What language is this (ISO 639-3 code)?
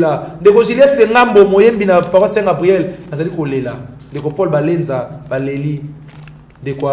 lin